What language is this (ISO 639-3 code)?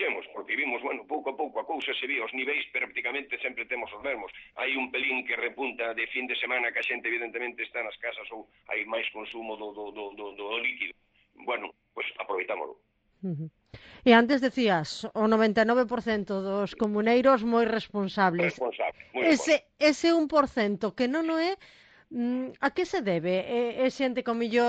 glg